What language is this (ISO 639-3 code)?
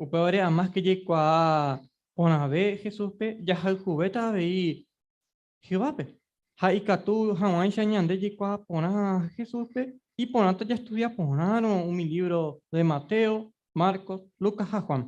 grn